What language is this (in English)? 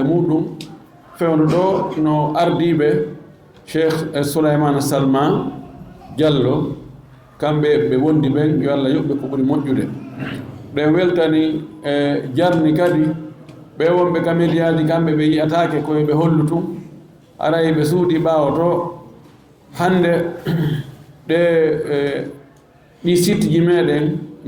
Fula